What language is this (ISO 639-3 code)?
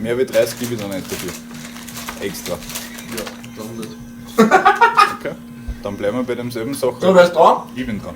bar